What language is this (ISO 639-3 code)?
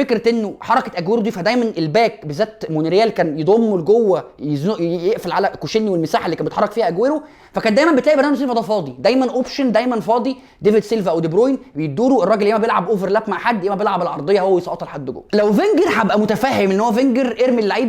arz